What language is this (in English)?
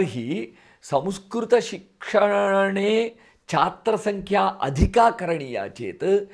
Sanskrit